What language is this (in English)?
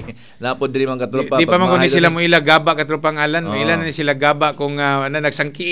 Cebuano